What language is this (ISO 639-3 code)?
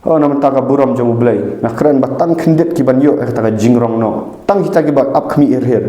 kha